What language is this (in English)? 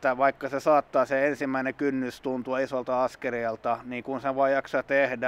Finnish